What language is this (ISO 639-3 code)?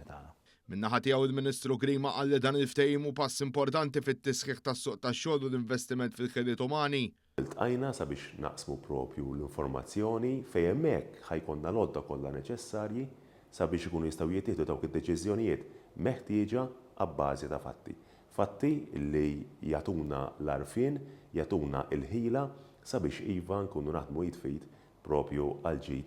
mlt